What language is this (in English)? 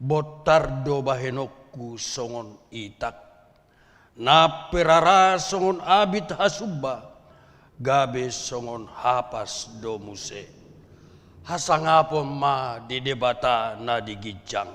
Batak Toba